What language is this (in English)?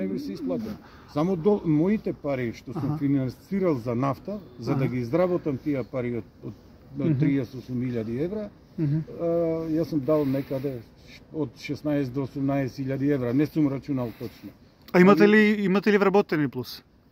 Macedonian